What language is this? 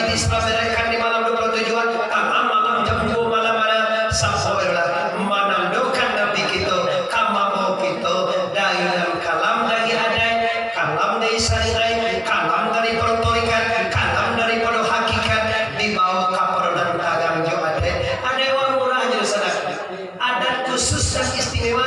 Minangkabau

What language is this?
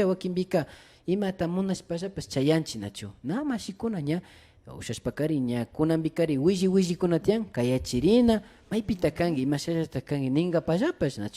Imbabura Highland Quichua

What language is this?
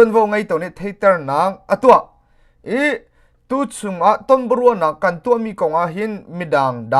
Hakha Chin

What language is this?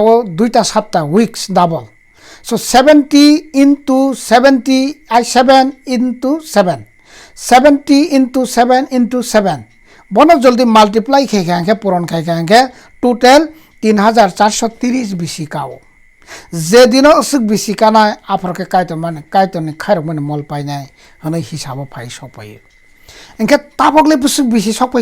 Kok Borok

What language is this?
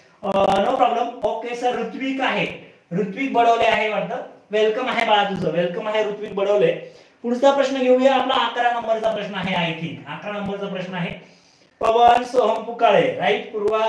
Marathi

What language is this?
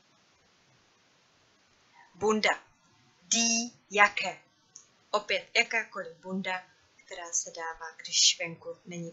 Czech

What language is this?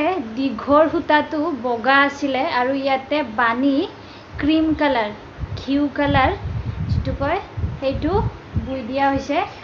Assamese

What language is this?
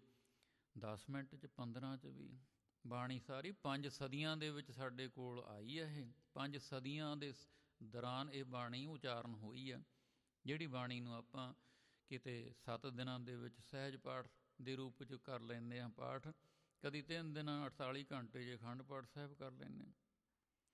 Punjabi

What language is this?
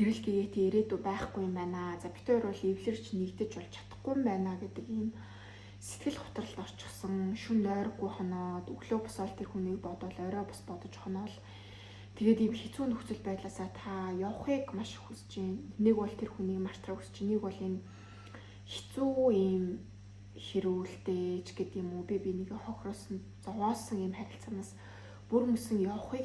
Mongolian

